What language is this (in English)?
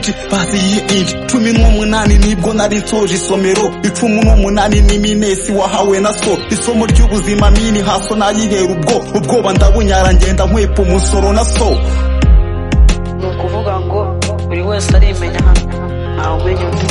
Kinyarwanda